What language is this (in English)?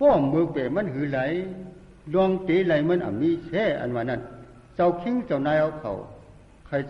Shan